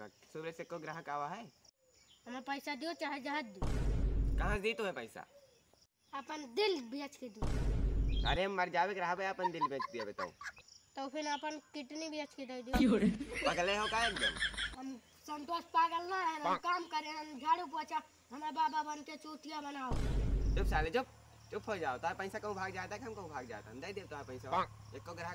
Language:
Awadhi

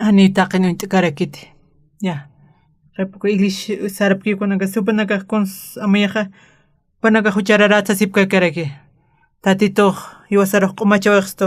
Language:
Aymara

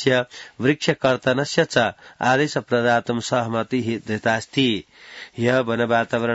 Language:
Sanskrit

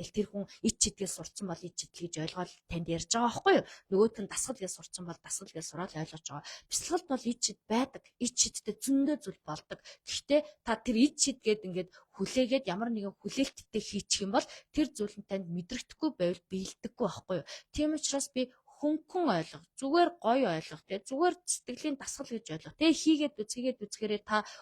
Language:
Mongolian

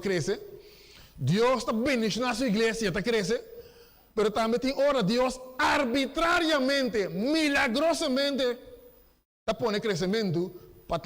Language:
Papiamento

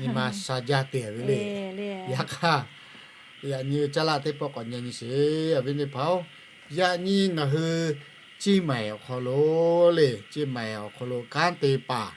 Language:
Lahu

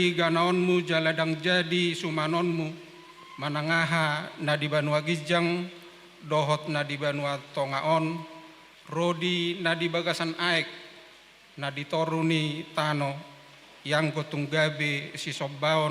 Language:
Batak Toba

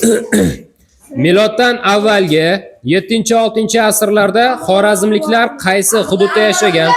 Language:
Uzbek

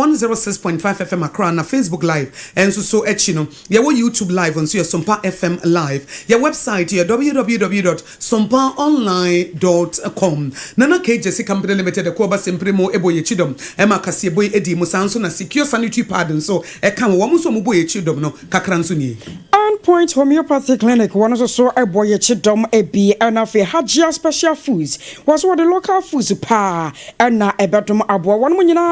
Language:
Akan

